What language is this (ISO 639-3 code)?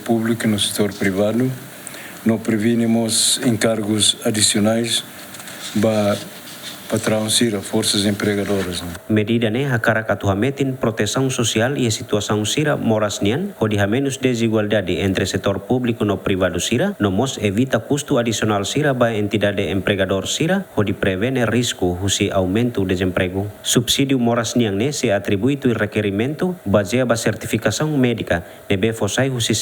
tet